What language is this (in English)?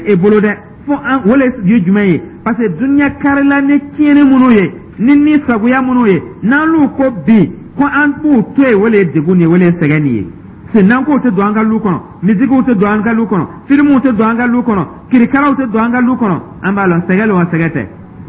Dyula